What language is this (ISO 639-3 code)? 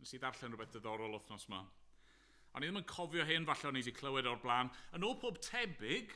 cym